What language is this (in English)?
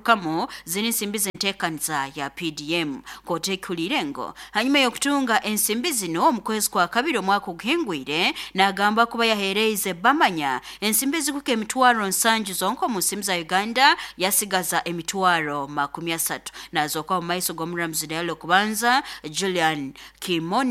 Nyoro